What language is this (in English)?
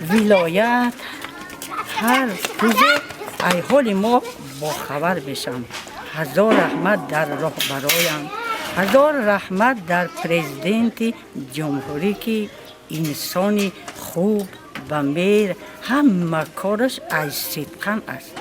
Tajik